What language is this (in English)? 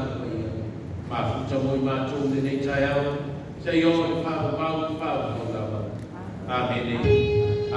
Samoan